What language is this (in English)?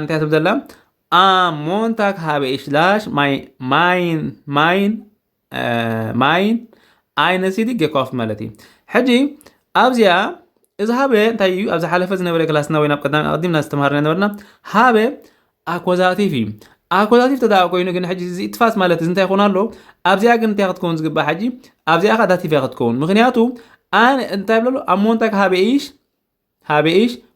Tigrinya